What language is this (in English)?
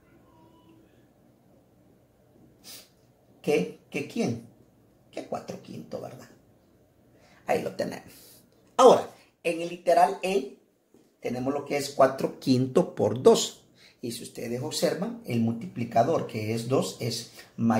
Spanish